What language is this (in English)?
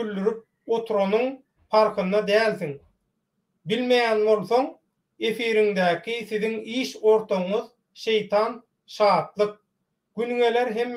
Turkmen